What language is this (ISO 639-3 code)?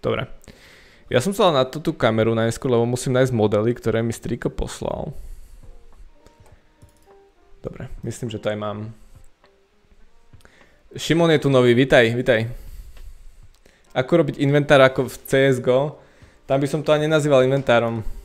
slk